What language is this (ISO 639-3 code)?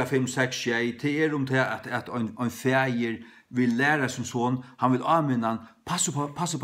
fao